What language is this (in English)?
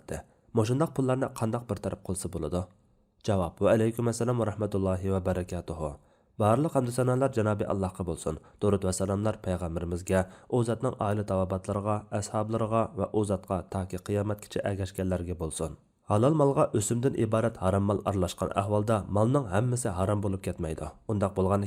Uyghur